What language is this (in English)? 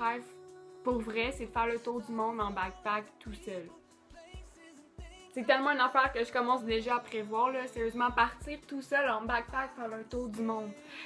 French